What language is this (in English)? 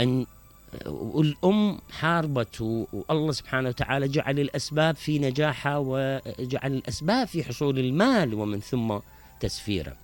Mesopotamian Arabic